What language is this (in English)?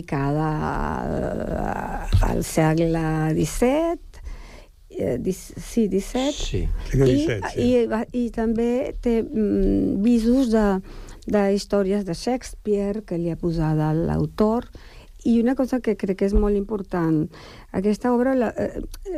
Catalan